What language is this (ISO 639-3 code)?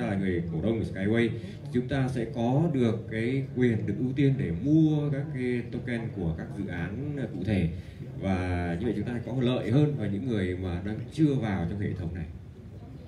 vie